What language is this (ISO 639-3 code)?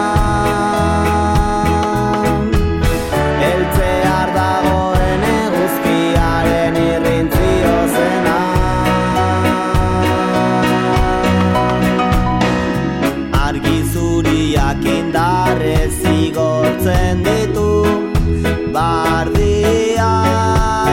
eus